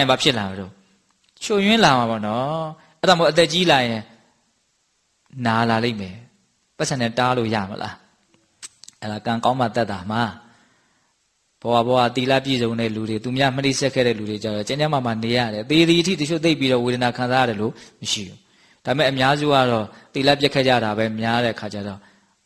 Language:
Burmese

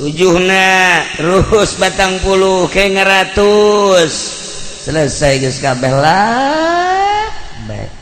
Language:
Sundanese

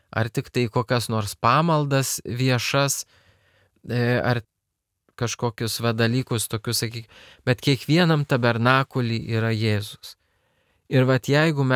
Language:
Lithuanian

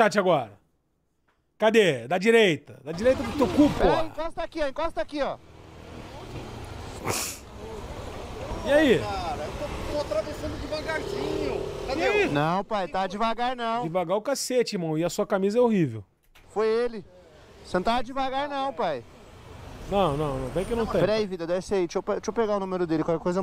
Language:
Portuguese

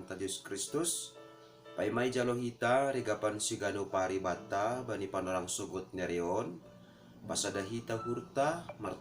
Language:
Batak Simalungun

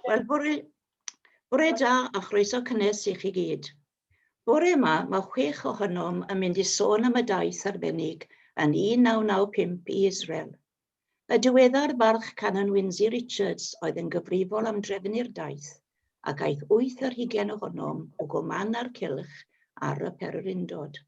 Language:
Welsh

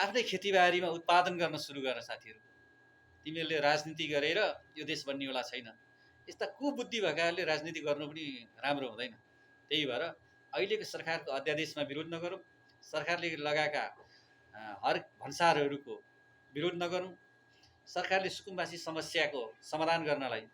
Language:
Nepali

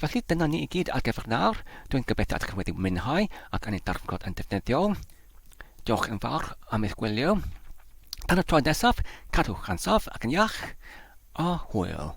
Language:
Welsh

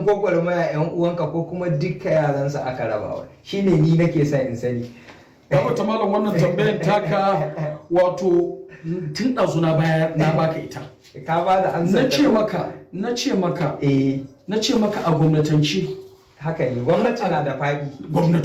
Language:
Hausa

